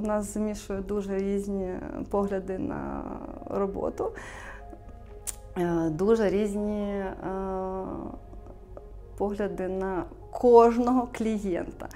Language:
Ukrainian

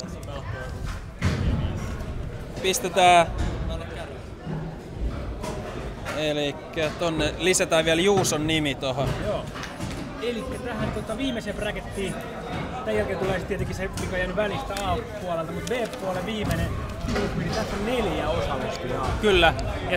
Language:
Finnish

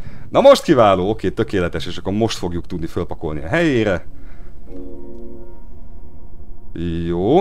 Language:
Hungarian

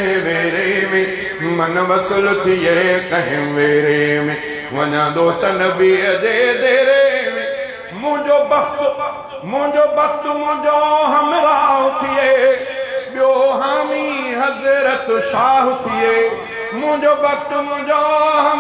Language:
Sindhi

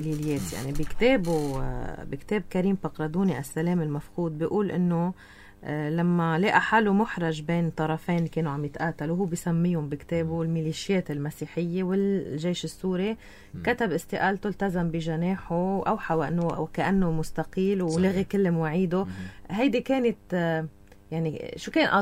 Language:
North Levantine Arabic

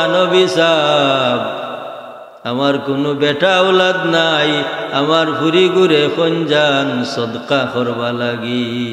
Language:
Sylheti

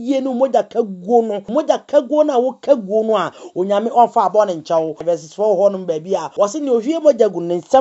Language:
Akan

